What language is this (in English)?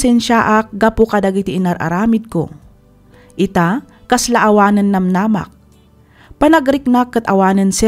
Iloko